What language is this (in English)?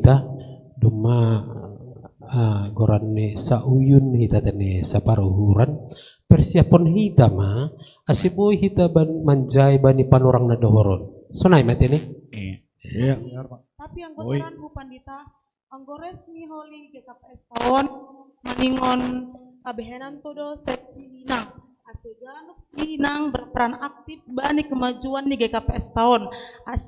Batak Simalungun